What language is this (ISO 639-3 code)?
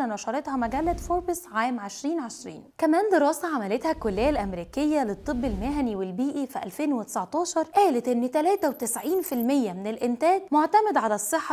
arz